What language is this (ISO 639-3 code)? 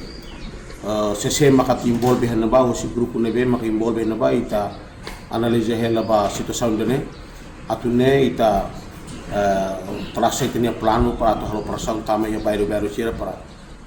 tet